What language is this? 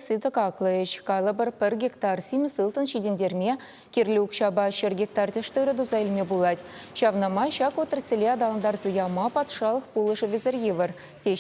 Chuvash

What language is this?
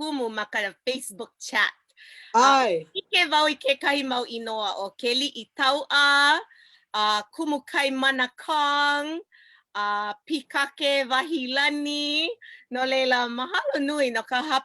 Hawaiian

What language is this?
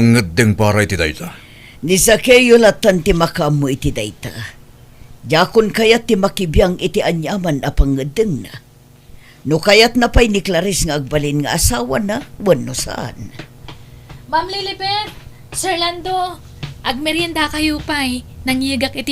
Iloko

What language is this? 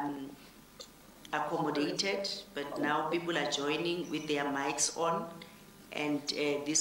English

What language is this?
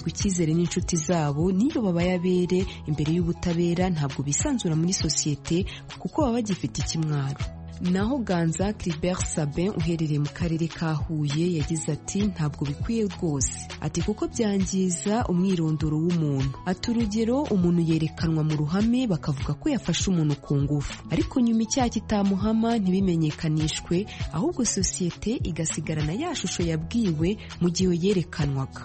Kinyarwanda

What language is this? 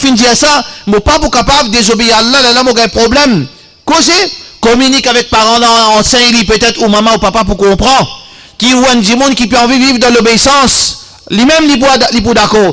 Morisyen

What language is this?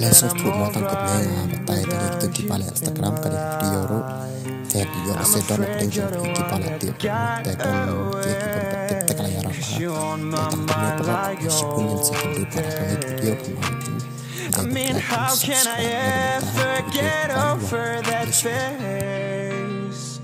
Khasi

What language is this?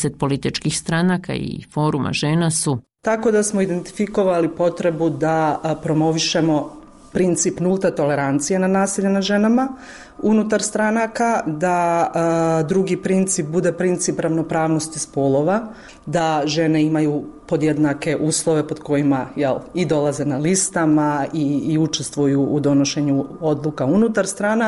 Bosnian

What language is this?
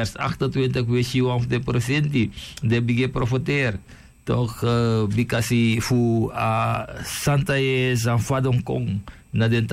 Sranan Tongo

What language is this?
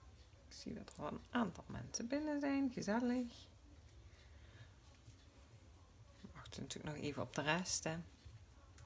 Dutch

